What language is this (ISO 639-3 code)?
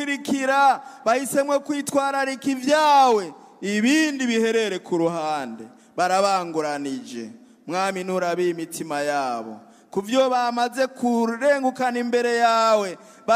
run